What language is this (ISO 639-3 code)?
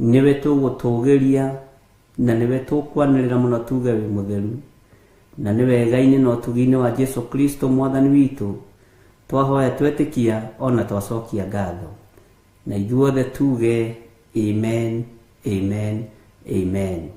kik